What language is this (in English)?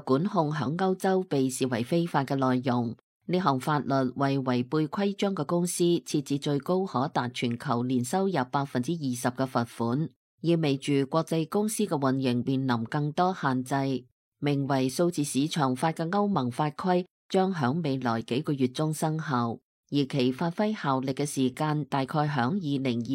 Cantonese